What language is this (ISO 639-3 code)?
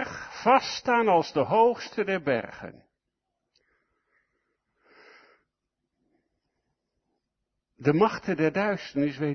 nld